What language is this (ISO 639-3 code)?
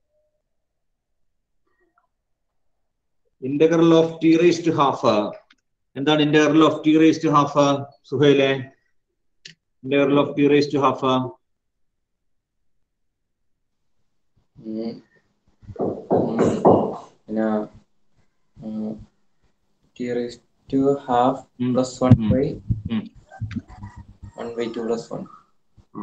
mal